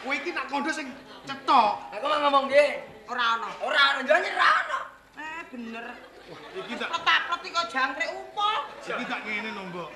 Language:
Javanese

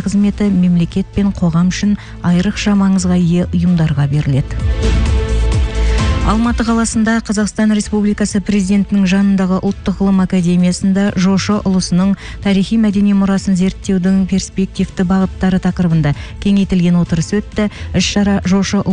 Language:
Kazakh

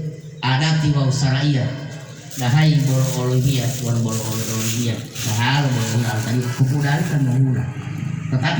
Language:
Gorontalo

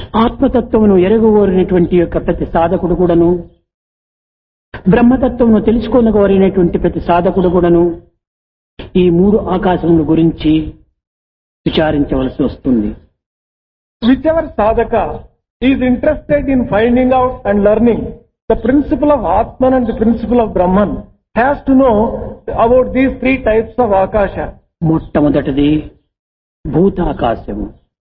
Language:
Telugu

